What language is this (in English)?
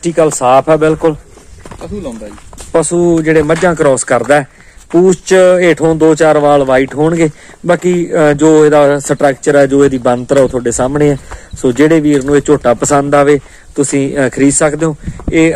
Punjabi